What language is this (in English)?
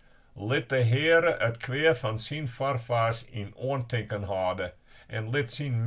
Western Frisian